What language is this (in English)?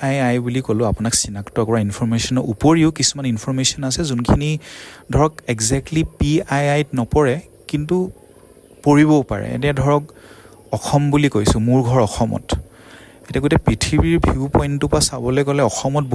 Assamese